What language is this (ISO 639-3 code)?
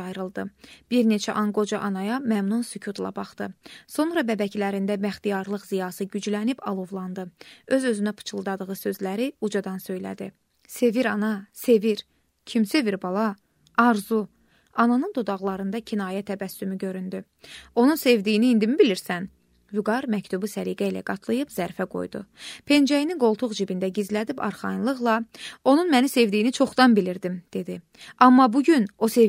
aze